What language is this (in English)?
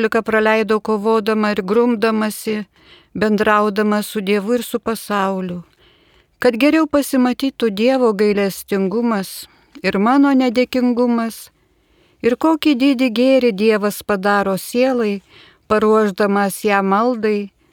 Lithuanian